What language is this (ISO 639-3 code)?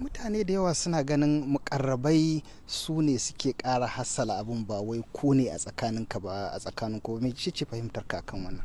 hau